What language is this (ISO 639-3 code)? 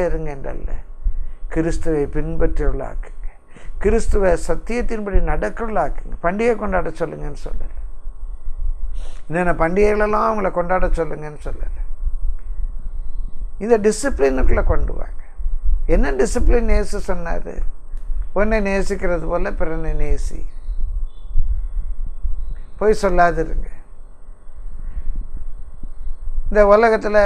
tam